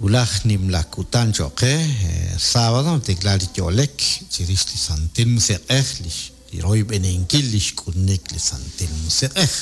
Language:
Kekchí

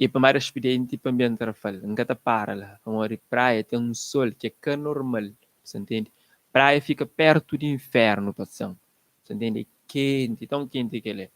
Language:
Kabuverdianu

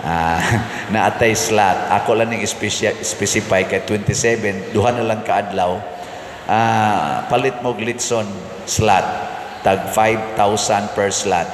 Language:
Cebuano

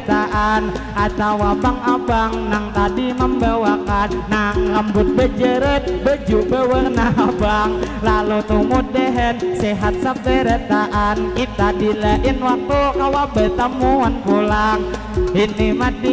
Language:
Banjar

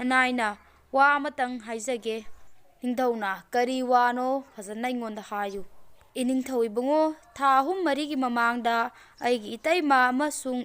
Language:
Manipuri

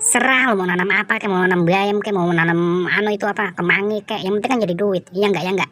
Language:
Betawi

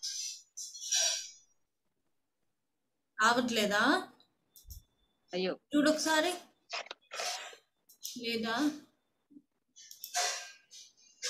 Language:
Telugu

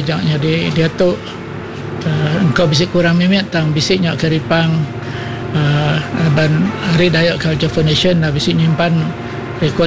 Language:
Iban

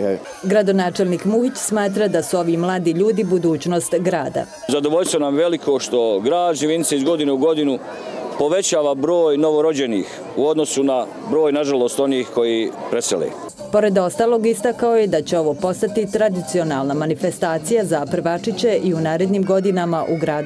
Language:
Bosnian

